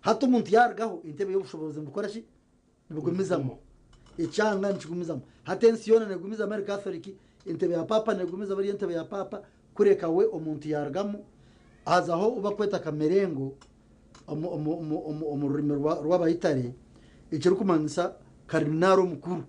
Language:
Nyankole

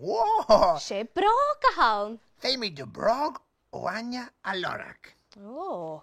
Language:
Scottish Gaelic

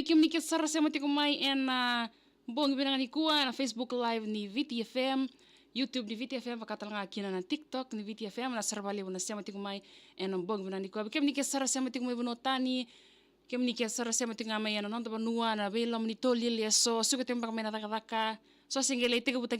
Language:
Fijian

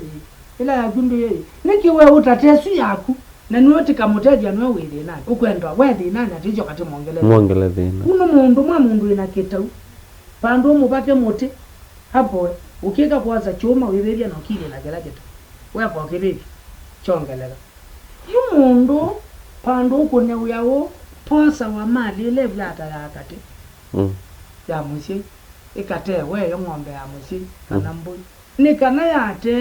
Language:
Kamba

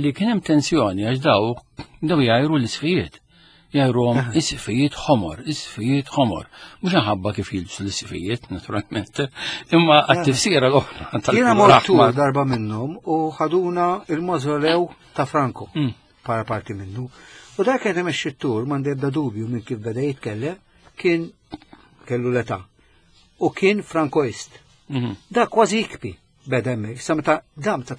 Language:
Maltese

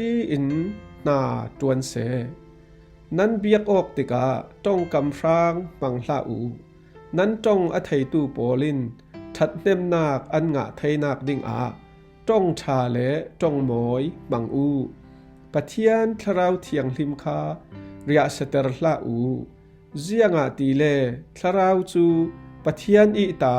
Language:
Falam Chin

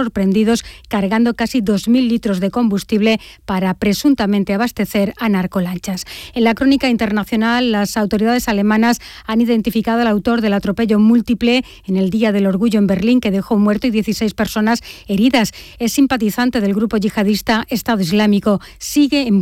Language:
Spanish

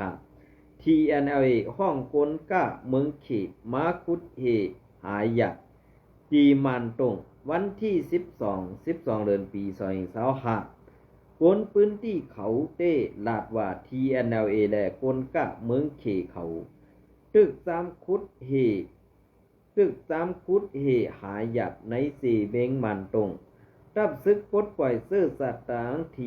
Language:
Shan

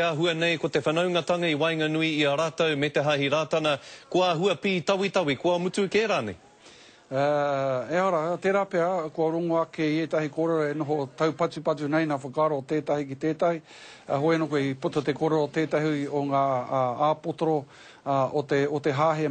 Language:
Māori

